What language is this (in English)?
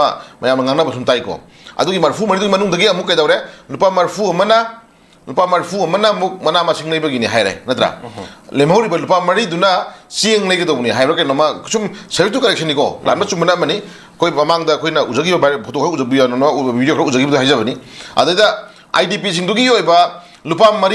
Manipuri